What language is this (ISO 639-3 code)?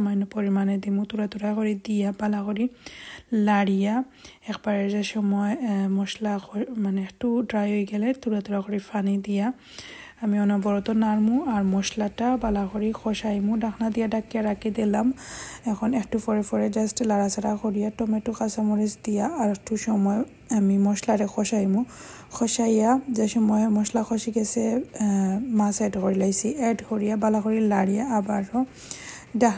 syl